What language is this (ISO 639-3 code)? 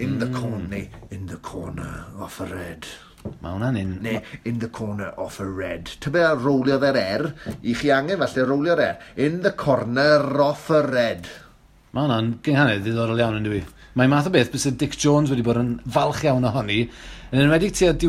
cym